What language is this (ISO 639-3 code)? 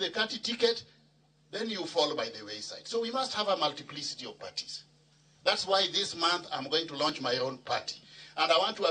luo